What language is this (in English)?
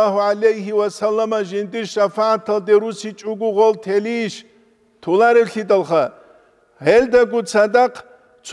Avaric